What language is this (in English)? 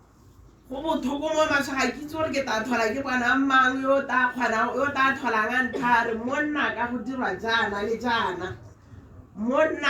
Tswana